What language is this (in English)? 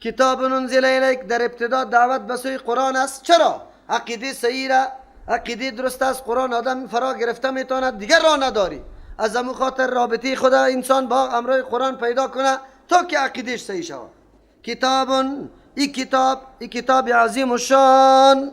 Persian